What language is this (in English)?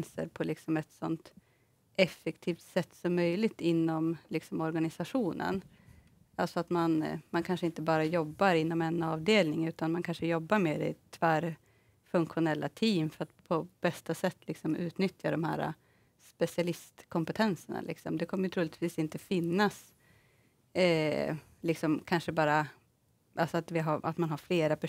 Swedish